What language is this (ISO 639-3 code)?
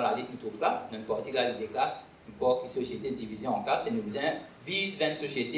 mfe